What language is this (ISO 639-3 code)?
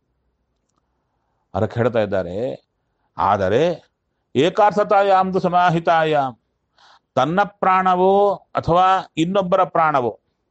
kan